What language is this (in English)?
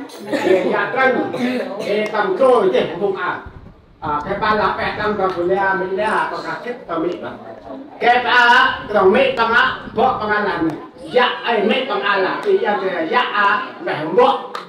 Central Mnong